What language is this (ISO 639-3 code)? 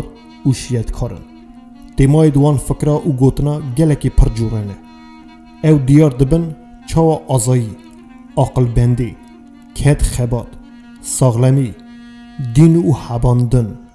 kur